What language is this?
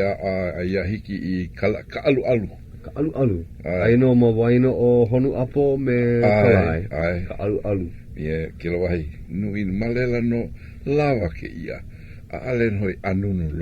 Hawaiian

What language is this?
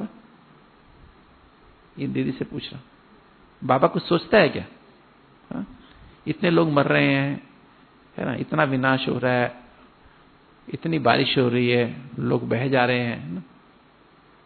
Hindi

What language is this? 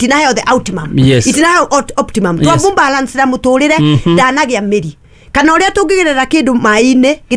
Kikuyu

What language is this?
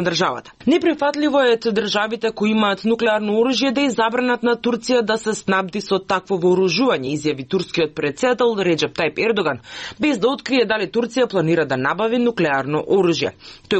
Macedonian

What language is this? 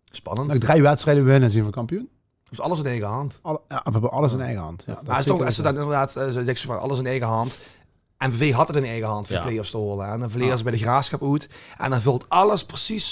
Limburgish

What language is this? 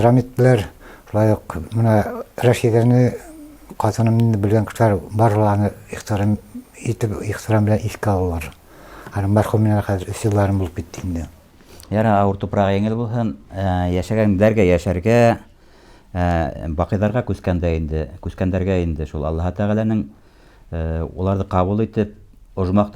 Bashkir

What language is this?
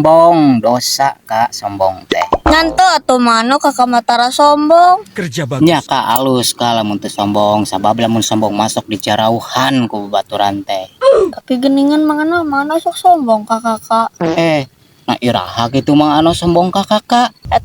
Sundanese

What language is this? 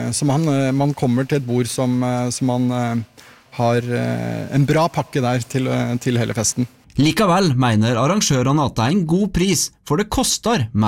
Norwegian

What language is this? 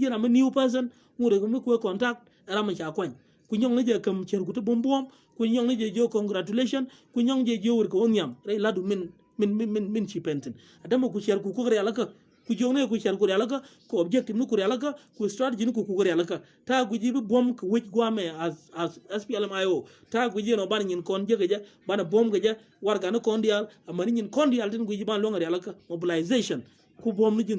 Nuer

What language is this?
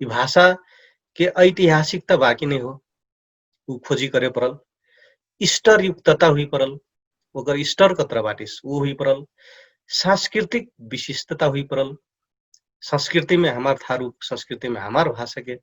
Dangaura Tharu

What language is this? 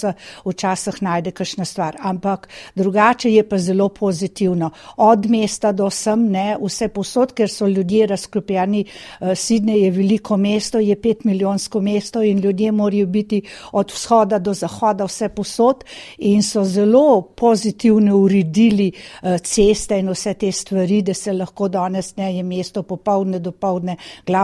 Slovenian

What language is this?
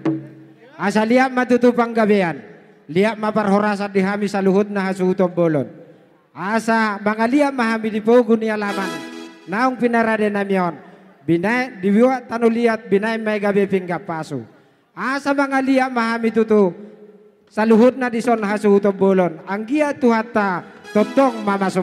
Batak Toba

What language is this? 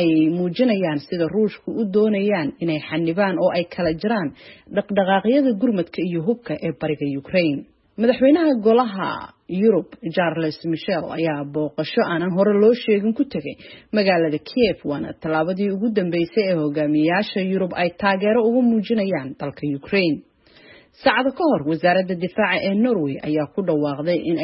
Somali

